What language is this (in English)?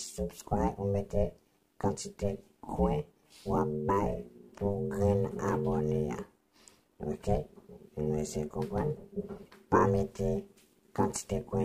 Haitian Creole